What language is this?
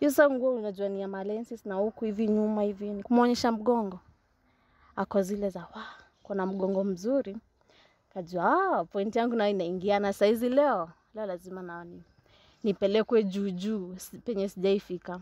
Swahili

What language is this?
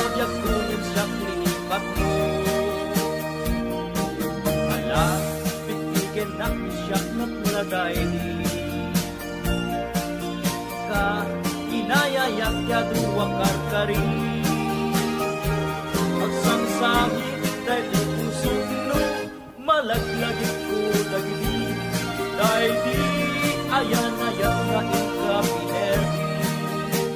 Iloko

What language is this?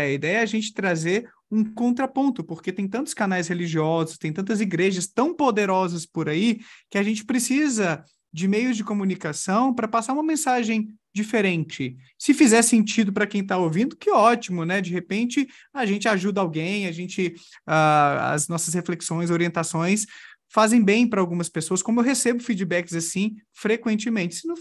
Portuguese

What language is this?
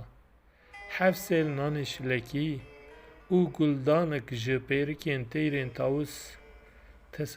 Kurdish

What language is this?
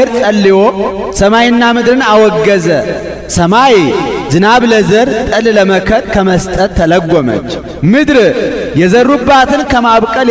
Amharic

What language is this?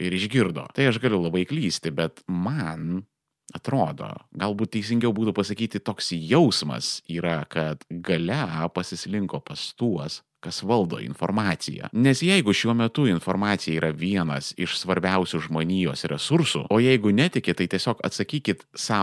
Lithuanian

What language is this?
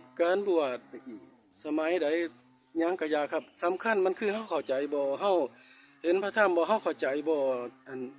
Northeastern Thai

